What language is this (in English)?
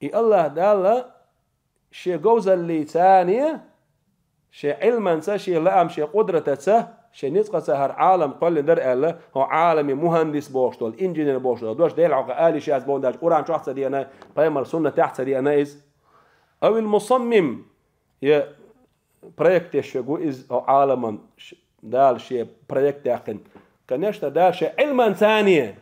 Chechen